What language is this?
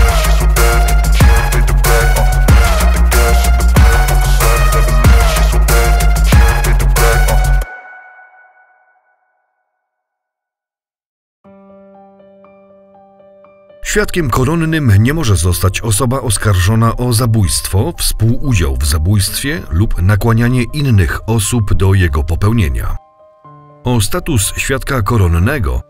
Polish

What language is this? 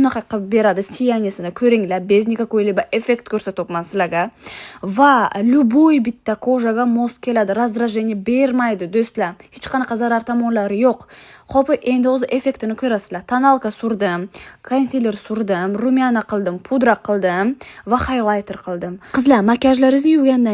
Uzbek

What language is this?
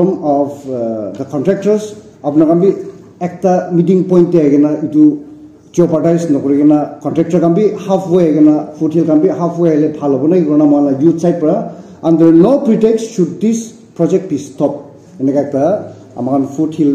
Naga Pidgin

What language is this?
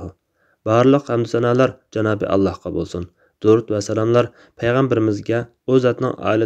Uyghur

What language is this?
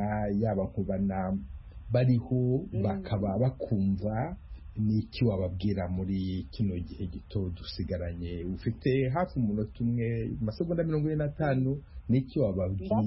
Kinyarwanda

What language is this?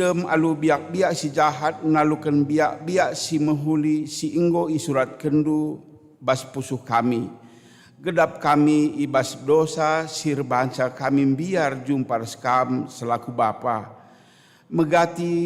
Batak Karo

